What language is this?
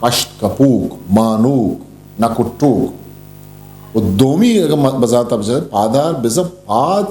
Eastern Balochi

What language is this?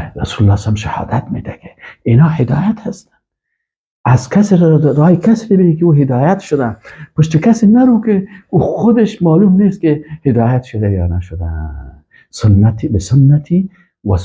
Persian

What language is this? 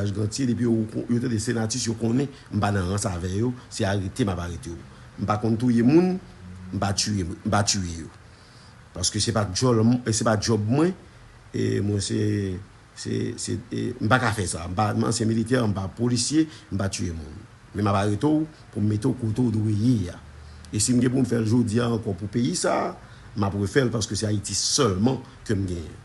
Haitian Creole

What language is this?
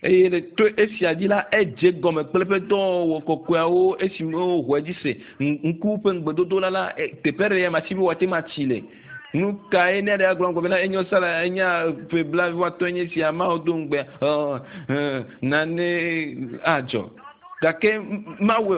Ewe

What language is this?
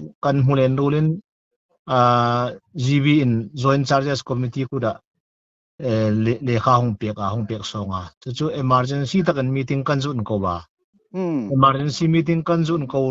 Hmar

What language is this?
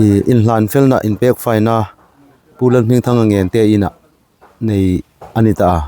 Hmar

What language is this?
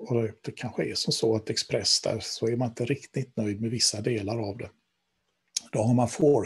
Swedish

